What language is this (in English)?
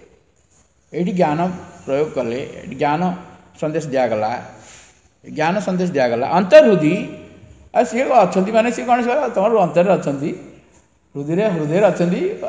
Odia